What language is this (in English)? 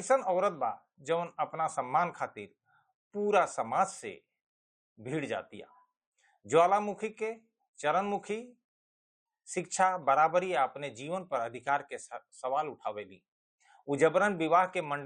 Bhojpuri